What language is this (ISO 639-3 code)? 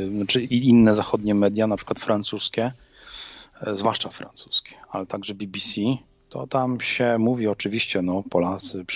pol